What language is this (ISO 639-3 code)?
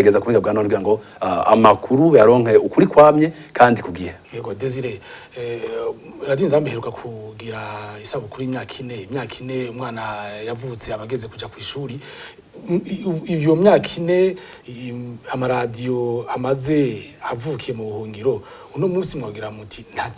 run